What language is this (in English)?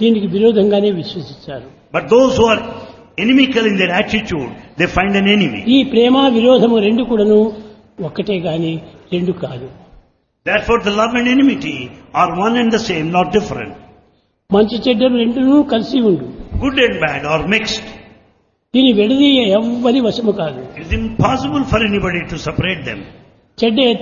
Telugu